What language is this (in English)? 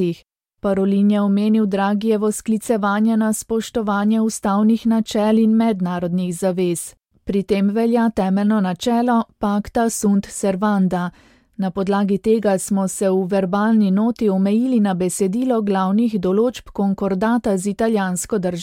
Slovenian